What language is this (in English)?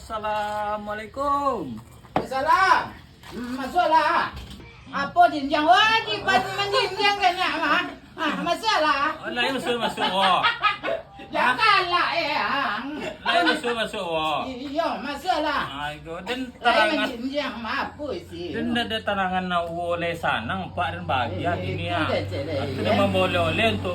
Minangkabau